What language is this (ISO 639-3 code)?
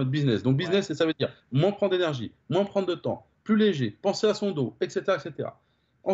fra